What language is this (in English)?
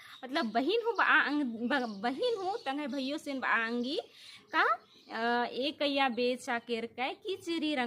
Kurukh